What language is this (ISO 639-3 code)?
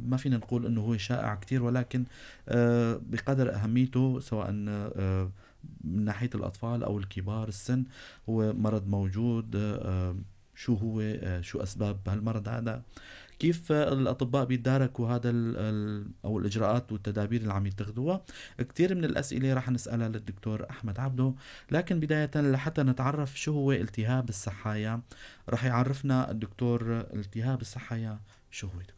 apc